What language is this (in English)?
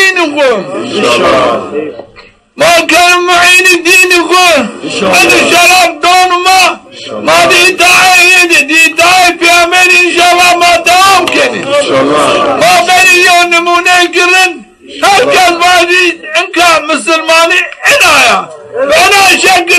Zaza